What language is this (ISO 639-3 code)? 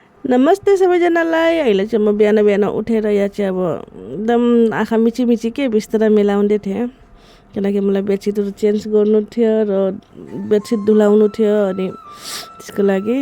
nep